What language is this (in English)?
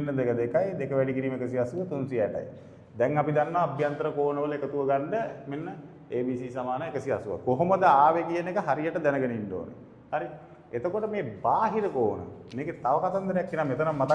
Sinhala